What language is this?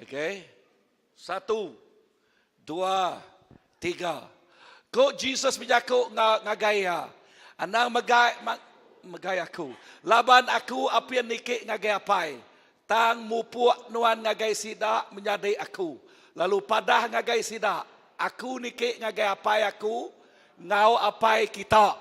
Iban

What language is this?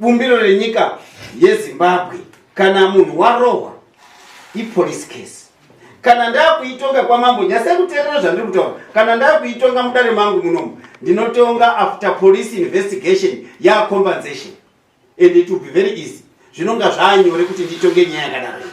Shona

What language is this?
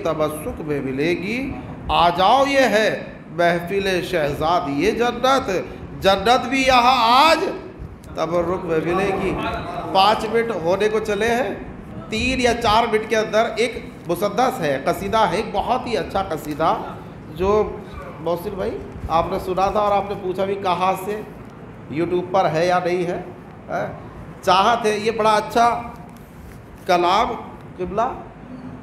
Urdu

